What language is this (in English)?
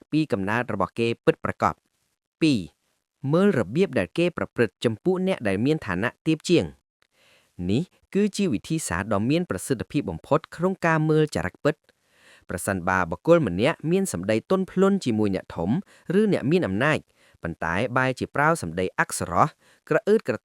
Khmer